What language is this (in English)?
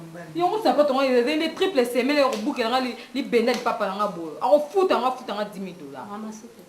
Lingala